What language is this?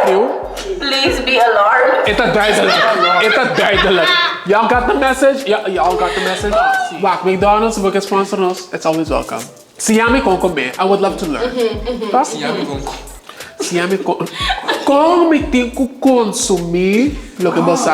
Papiamento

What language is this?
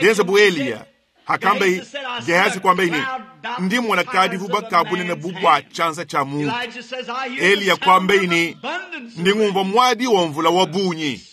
Luba-Lulua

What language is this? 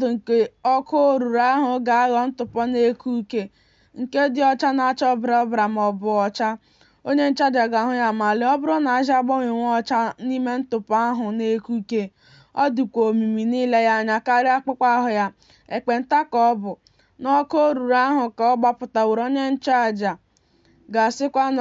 Igbo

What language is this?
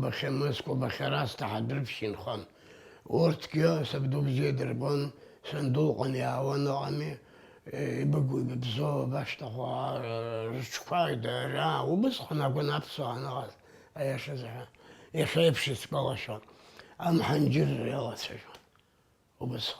Abkhazian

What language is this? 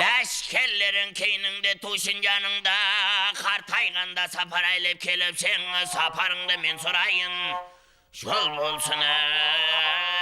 Kara-Kalpak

